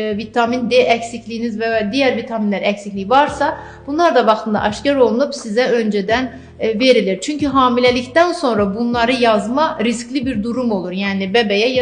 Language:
Azerbaijani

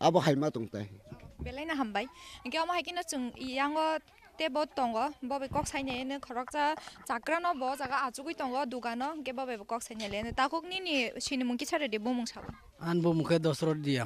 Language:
Kok Borok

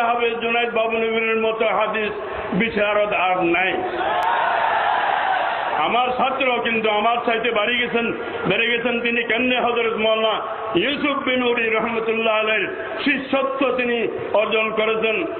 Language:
Bangla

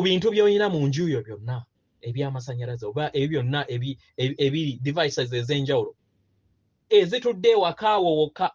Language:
Ganda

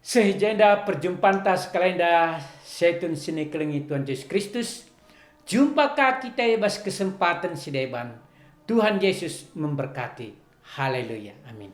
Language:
Batak Karo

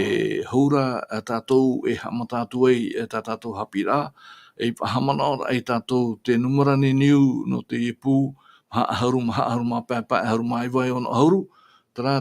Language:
Tahitian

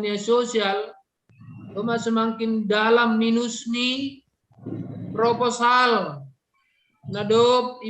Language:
Batak Simalungun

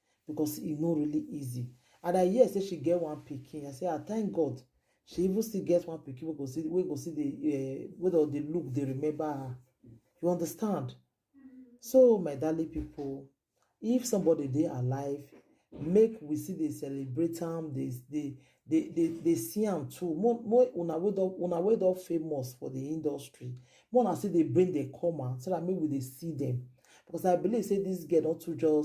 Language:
Nigerian Pidgin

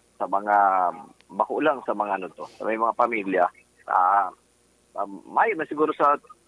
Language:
Bikol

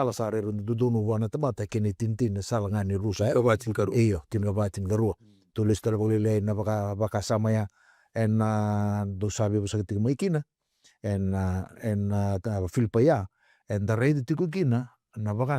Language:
Fijian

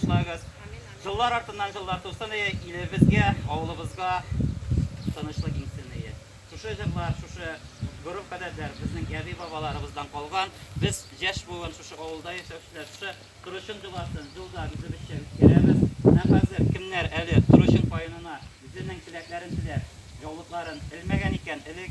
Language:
Tatar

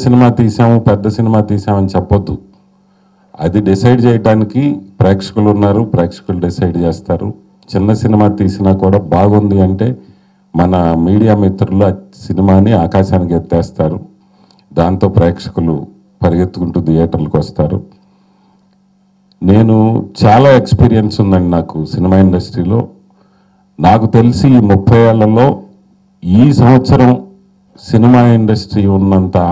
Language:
Telugu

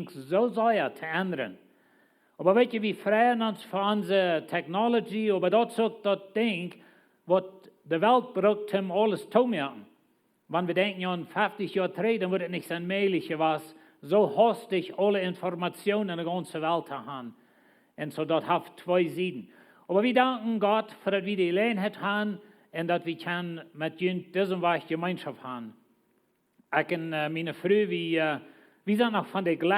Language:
Plautdietsch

